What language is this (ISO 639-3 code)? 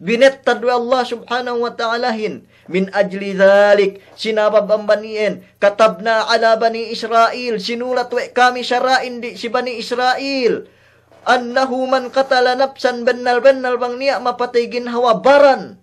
yka